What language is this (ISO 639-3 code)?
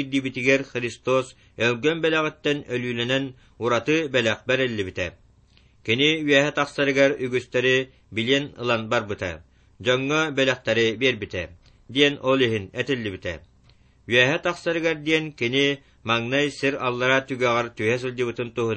sah